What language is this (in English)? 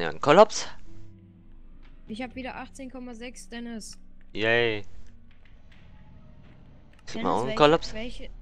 German